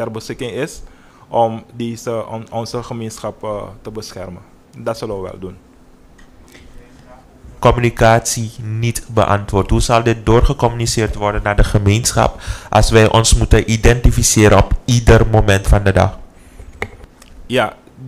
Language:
Dutch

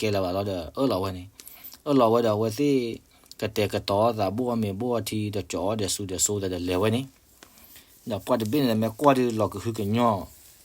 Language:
S'gaw Karen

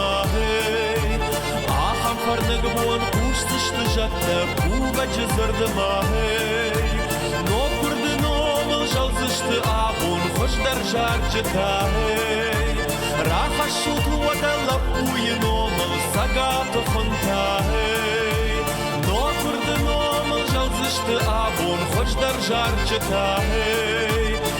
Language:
Ossetic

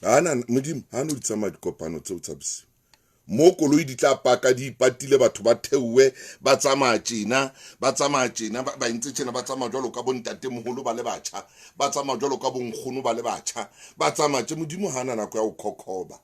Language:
Southern Sotho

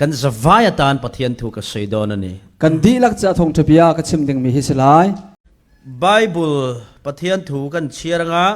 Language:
Falam Chin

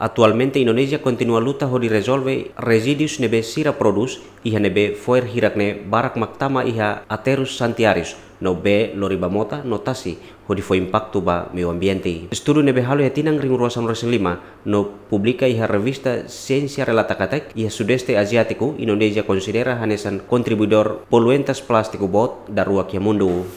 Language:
Tetum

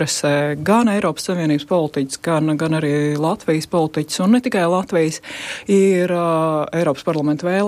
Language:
Latvian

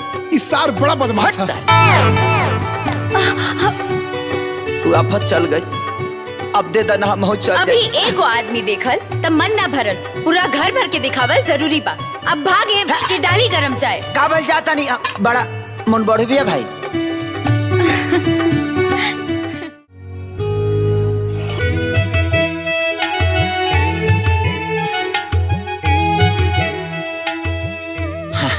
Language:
Bhojpuri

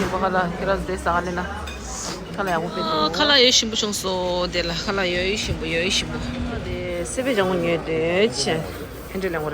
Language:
Tibetan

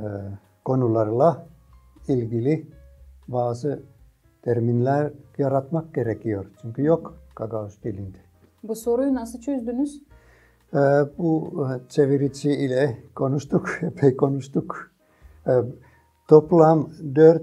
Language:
Gagauz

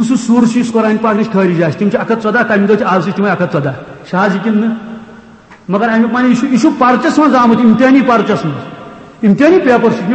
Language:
Kashmiri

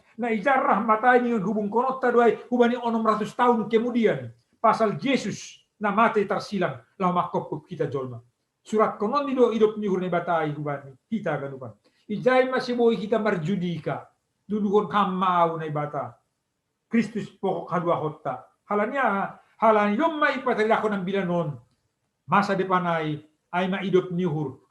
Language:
Batak Simalungun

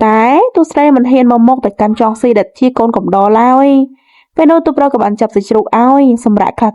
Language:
Khmer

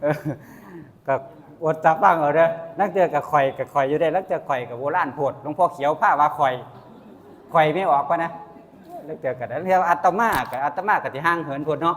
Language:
Northeastern Thai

